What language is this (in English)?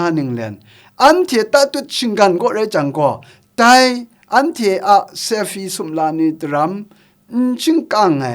Kachin